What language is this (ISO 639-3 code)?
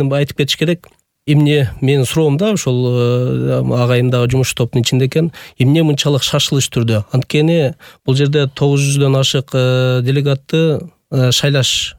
kir